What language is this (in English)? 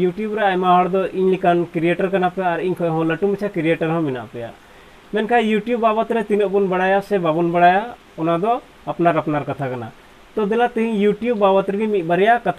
Santali